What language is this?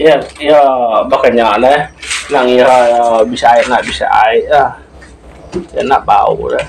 Iban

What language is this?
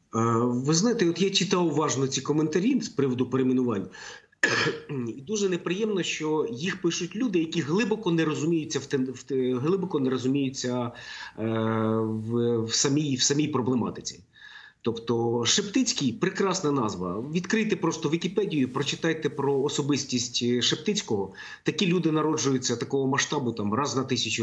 Ukrainian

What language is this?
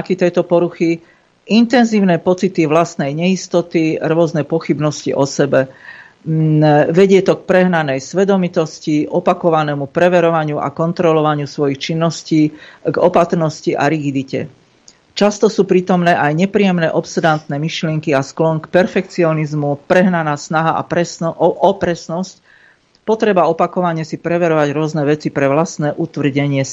Slovak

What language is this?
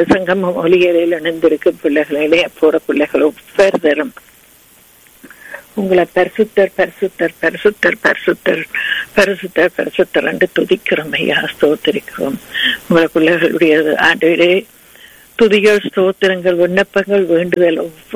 Tamil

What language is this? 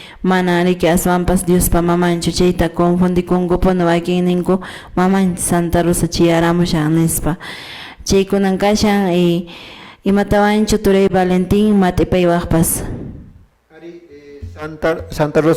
Quechua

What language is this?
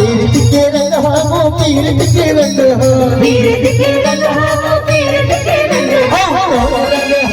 Chhattisgarhi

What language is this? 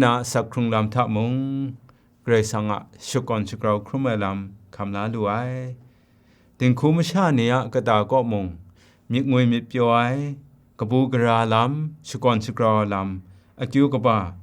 Kachin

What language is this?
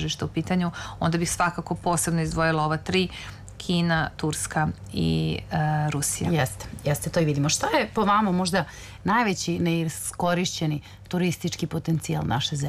Serbian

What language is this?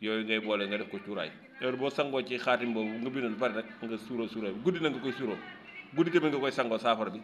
Wolof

